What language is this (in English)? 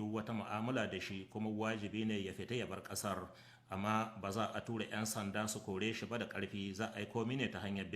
Hausa